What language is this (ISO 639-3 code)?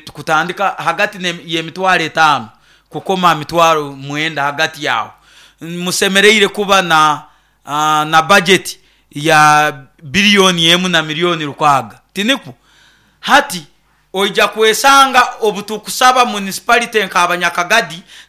nyo